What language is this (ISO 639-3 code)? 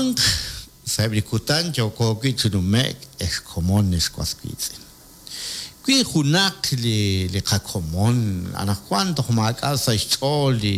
kek